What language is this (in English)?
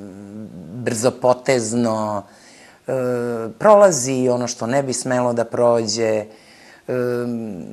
Serbian